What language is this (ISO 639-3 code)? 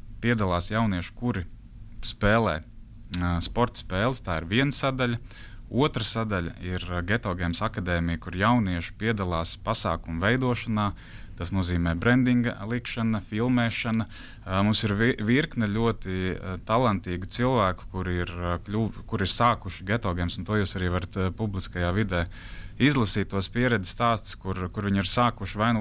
lav